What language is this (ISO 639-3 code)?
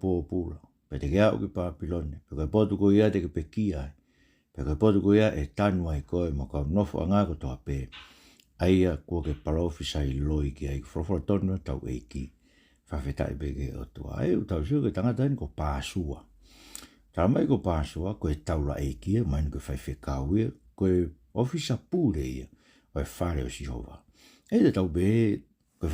ton